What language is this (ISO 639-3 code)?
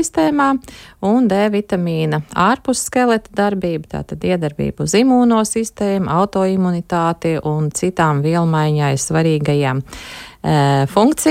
lav